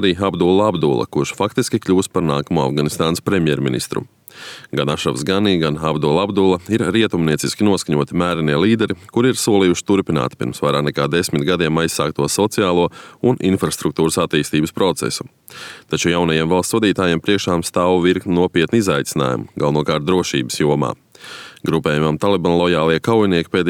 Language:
Latvian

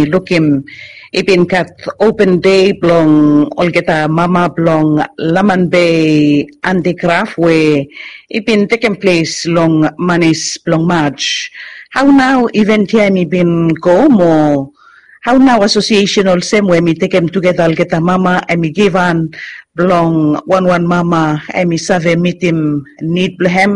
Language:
Bislama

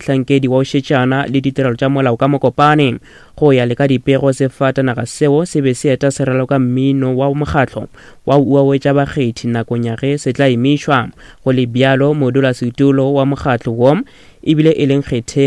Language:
Northern Sotho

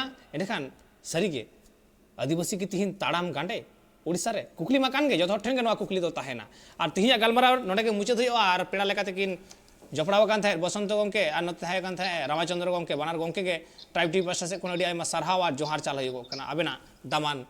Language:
Santali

